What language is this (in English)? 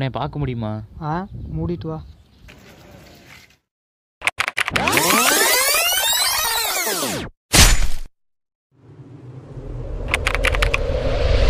Tamil